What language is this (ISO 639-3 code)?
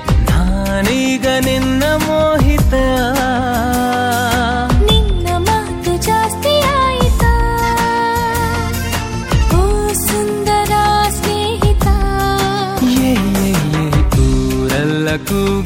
kan